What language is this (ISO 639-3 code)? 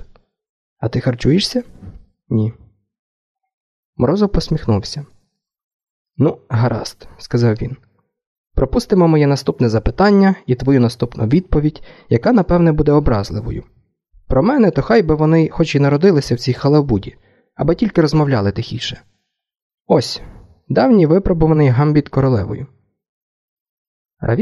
ukr